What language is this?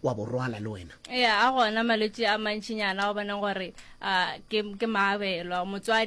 Northern Sotho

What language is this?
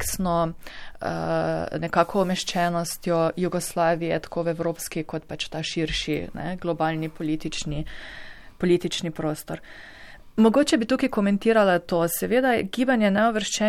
Slovenian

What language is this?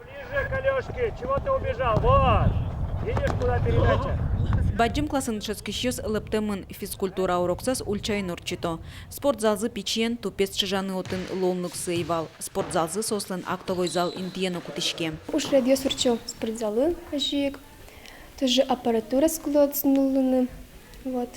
Udmurt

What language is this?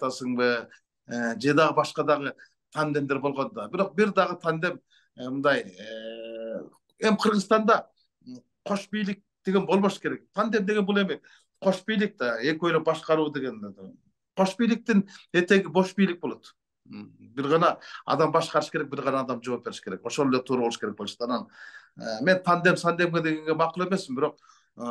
Kyrgyz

